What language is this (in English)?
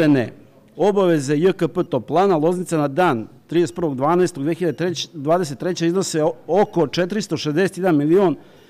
Serbian